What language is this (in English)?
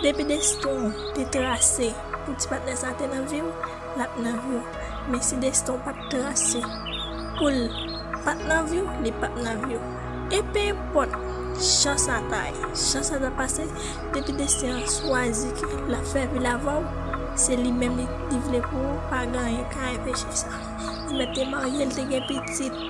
Haitian Creole